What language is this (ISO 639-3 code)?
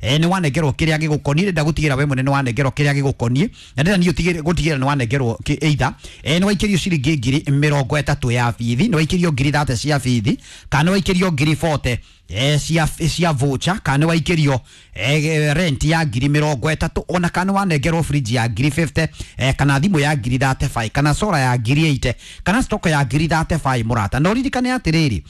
kik